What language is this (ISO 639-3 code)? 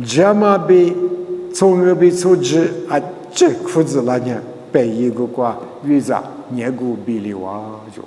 lis